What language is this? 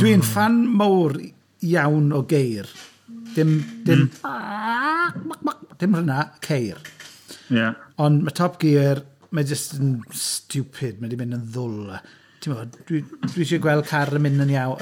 Welsh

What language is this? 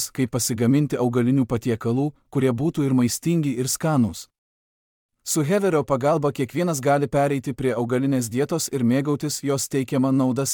Lithuanian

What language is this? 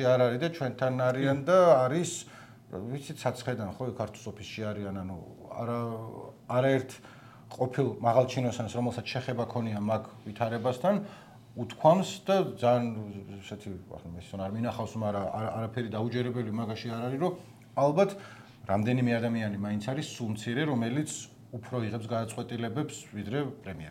Georgian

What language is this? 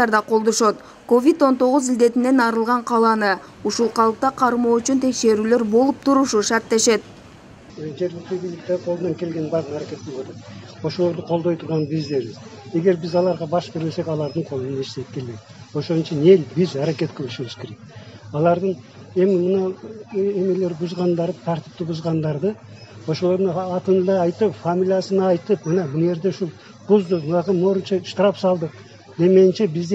Kyrgyz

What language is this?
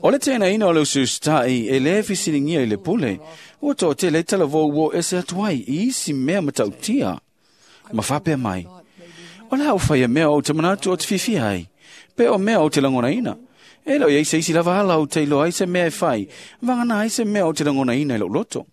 Samoan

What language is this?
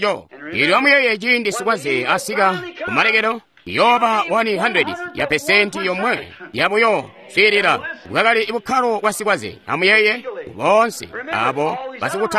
Tonga (Zambia)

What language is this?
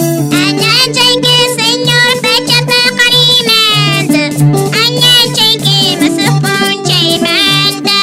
Quechua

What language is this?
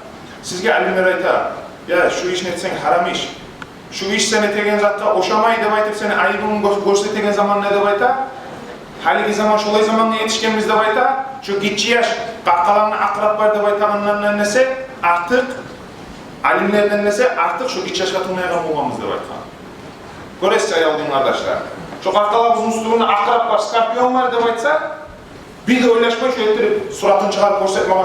Kumyk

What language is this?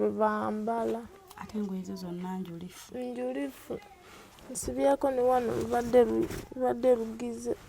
Ganda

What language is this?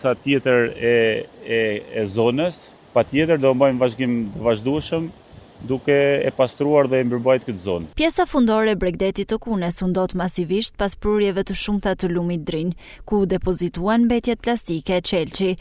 Albanian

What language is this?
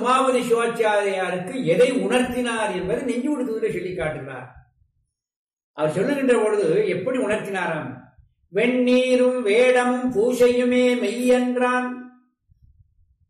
Tamil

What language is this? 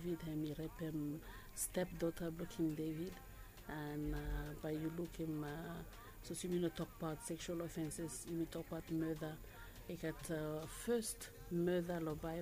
Bislama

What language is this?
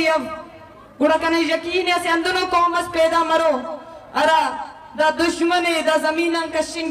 Eastern Balochi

